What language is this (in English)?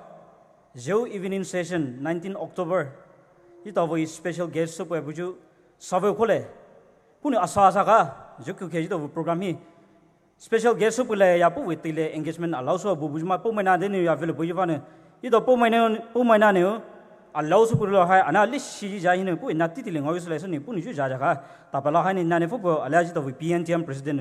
Poumei Naga